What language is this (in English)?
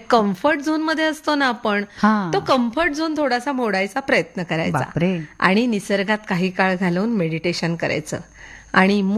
Marathi